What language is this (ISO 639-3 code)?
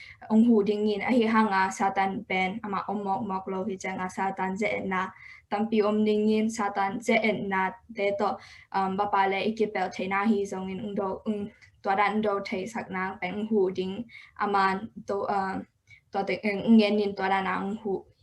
ctd